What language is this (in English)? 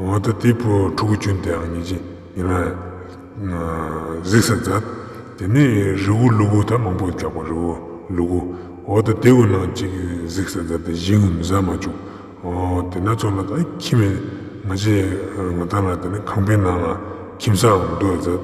Ladakhi